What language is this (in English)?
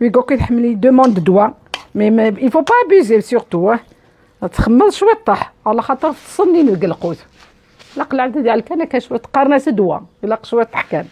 Kabyle